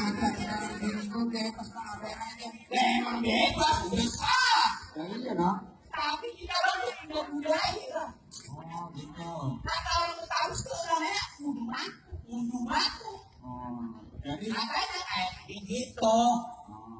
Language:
Betawi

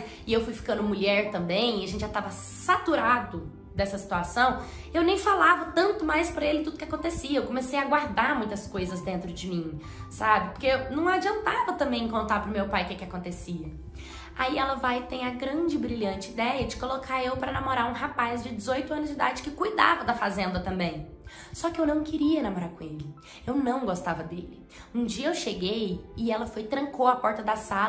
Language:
Portuguese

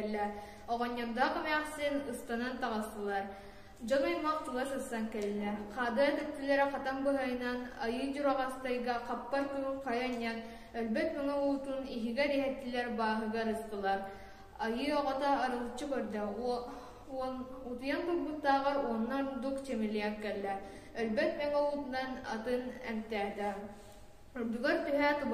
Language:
Yakut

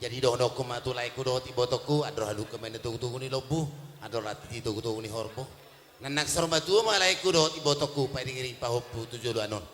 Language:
Batak Toba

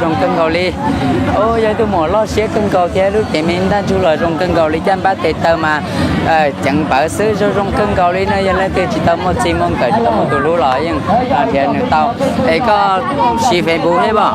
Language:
Hmong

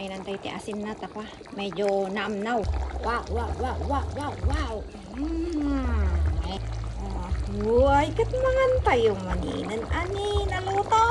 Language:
Iloko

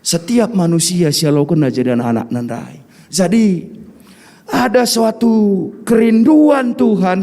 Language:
Batak Karo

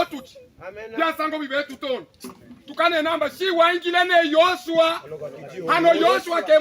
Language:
Luba-Katanga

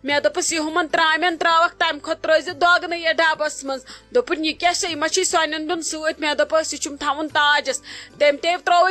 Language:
Kashmiri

